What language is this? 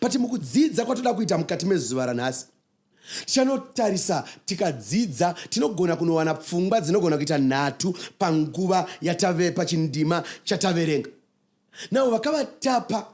Shona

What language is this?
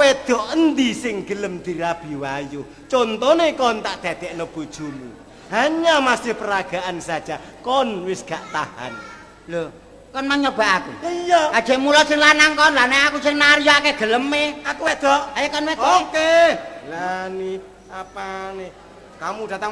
Javanese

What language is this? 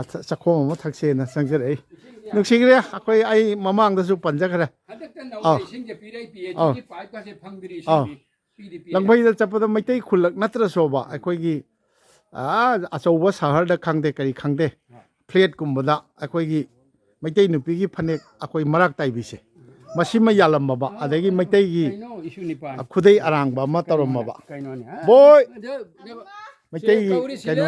Manipuri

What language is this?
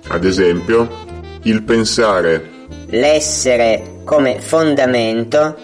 Italian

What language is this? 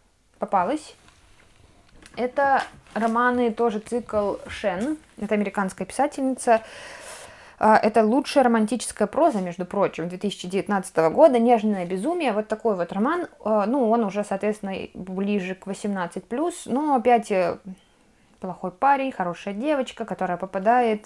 Russian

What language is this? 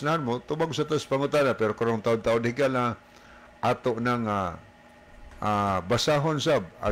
Cebuano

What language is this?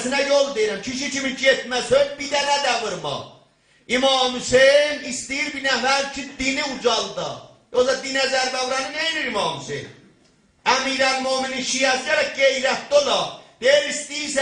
South Azerbaijani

